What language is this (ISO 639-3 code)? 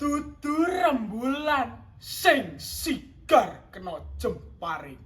jav